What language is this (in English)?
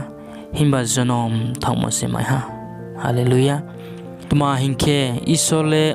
Riang (India)